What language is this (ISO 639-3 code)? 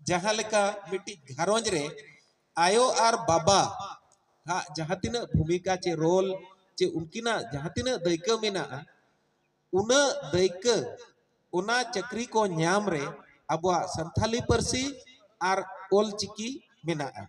sat